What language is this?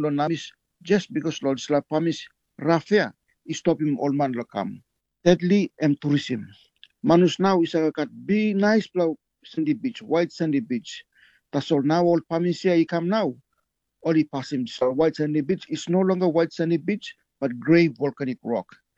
Tok Pisin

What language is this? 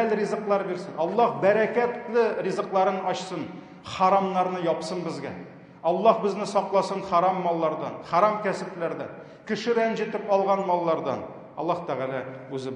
Tatar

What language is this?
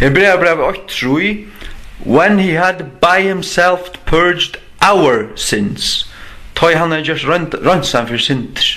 Faroese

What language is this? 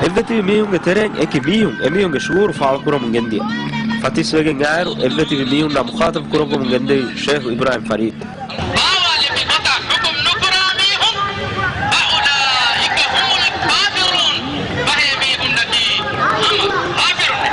Divehi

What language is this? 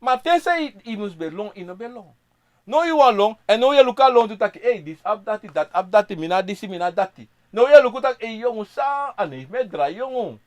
Sranan Tongo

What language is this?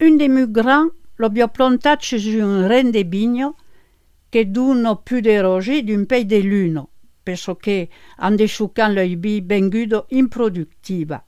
Occitan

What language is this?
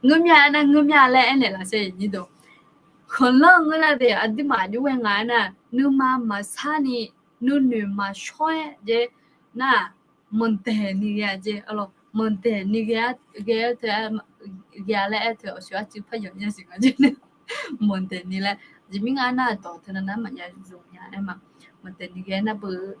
Akha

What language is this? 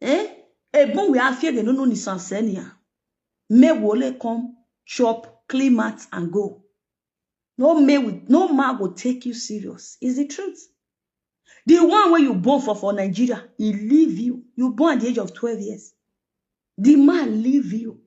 Nigerian Pidgin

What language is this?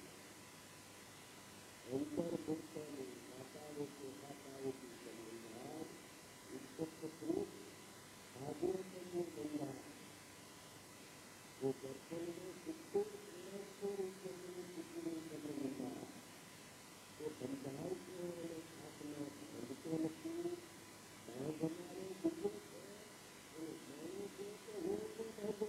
Gujarati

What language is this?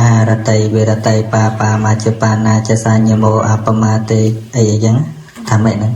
Khmer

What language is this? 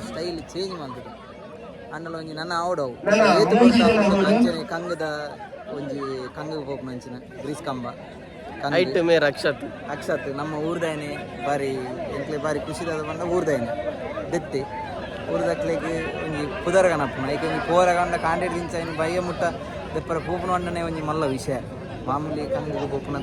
Tulu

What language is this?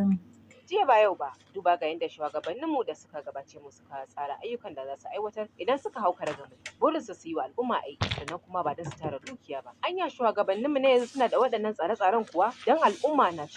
Hausa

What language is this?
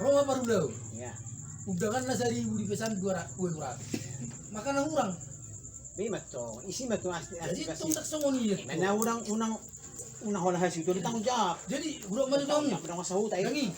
Batak Toba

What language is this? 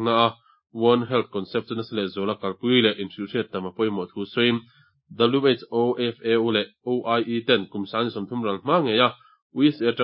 Mizo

